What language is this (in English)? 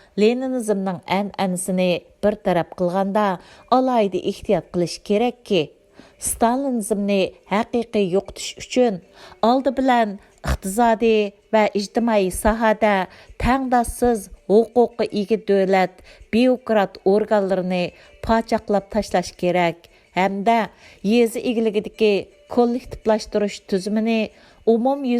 Uyghur